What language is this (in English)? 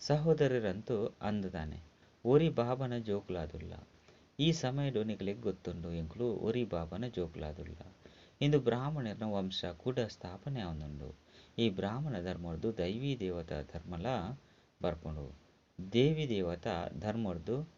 Tulu